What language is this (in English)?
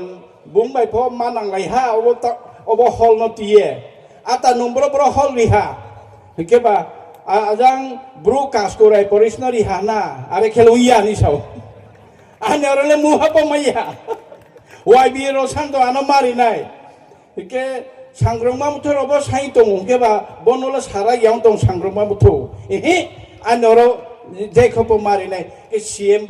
Riang (India)